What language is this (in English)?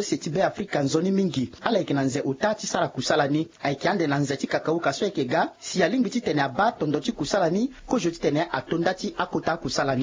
Sango